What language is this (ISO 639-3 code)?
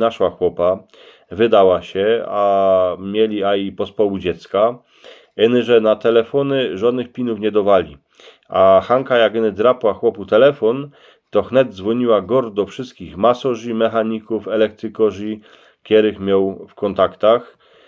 szl